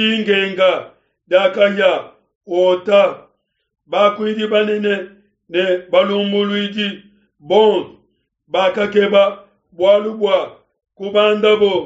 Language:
Luba-Lulua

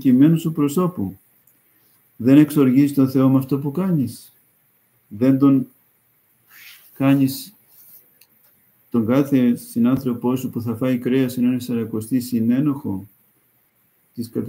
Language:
Greek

